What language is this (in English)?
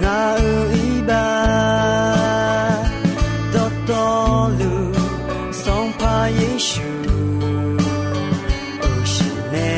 Akha